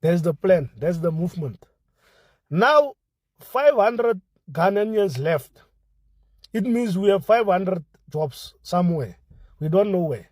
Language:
English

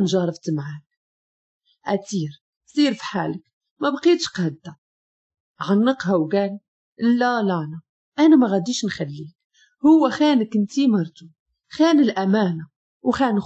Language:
Moroccan Arabic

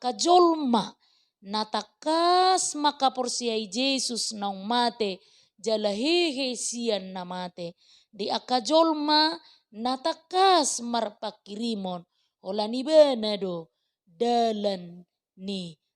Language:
Batak Toba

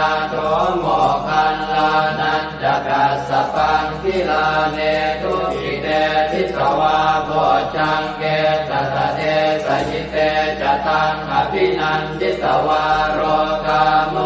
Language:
Pali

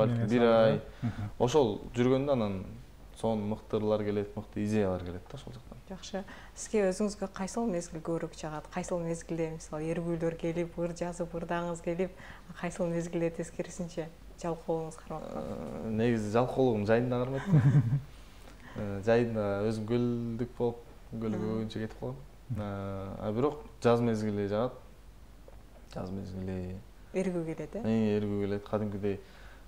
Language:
Kyrgyz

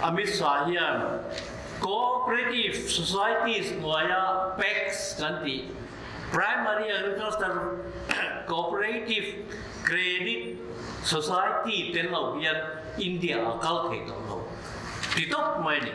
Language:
Mizo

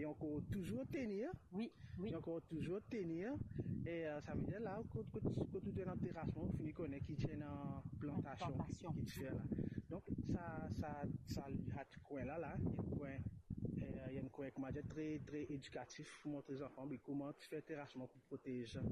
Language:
Morisyen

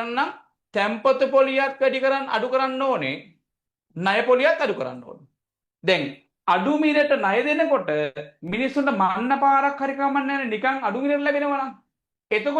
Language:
Sinhala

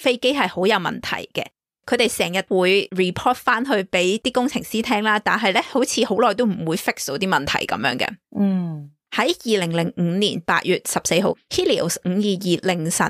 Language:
Cantonese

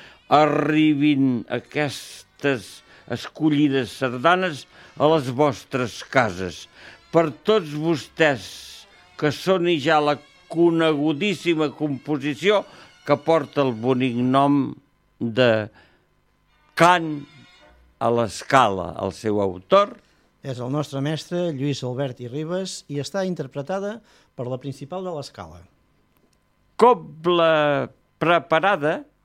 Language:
Catalan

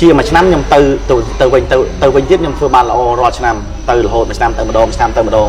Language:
Khmer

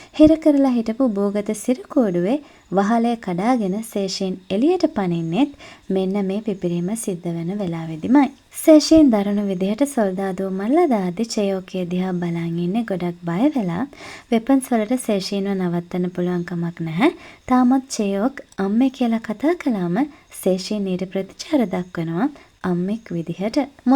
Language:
Sinhala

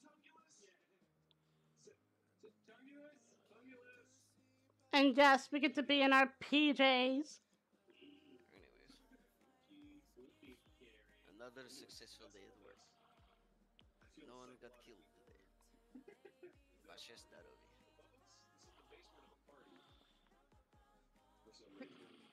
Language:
English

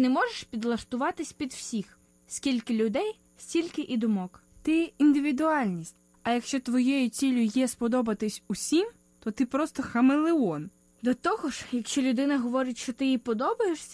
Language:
Ukrainian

